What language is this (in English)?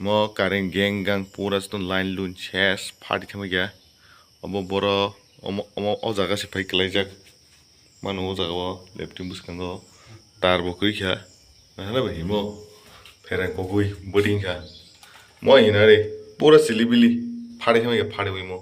Kok Borok